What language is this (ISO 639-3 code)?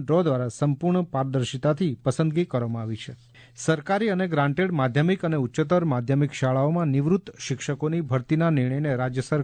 guj